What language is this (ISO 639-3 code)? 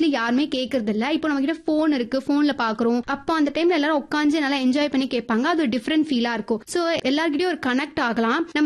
tam